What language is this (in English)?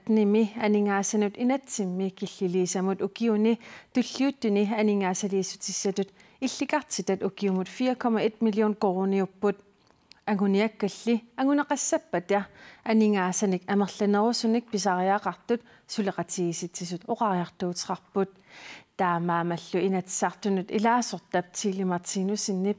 Kalaallisut